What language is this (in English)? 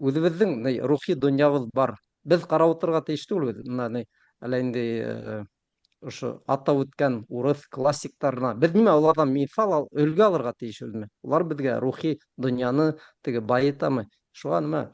Bashkir